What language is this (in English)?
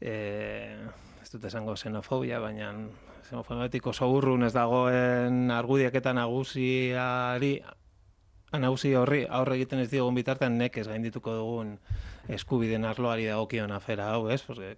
Basque